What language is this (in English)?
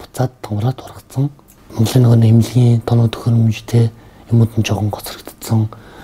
Mongolian